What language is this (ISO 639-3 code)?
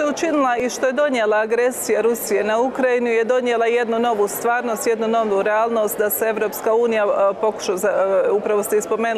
hrv